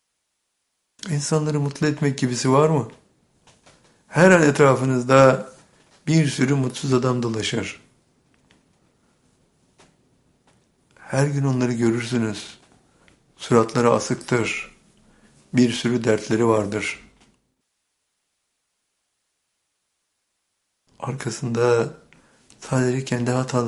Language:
Turkish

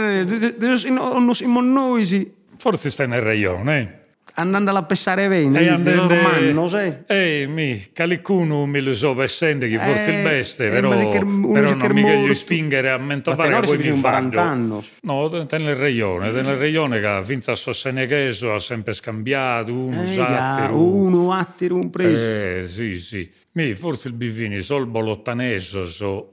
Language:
Sardinian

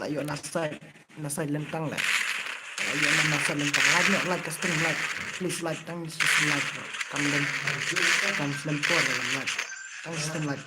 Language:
Khasi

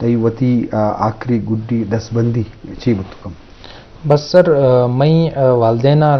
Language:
Eastern Balochi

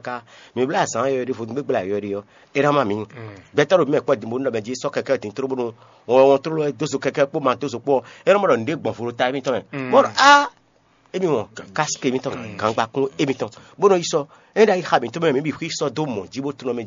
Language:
Fon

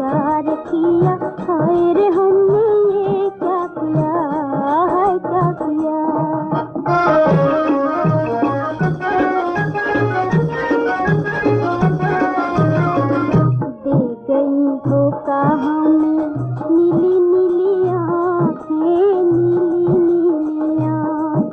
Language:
Hindi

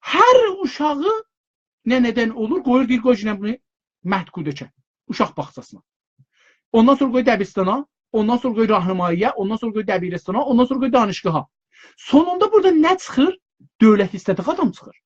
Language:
South Azerbaijani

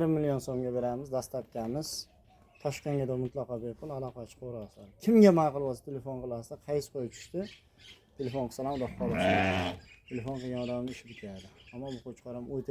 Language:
Uzbek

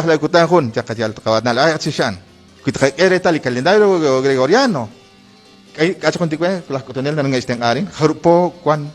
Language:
Kekchí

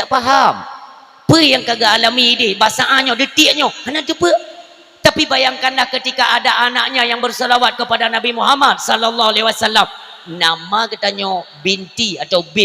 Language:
Achinese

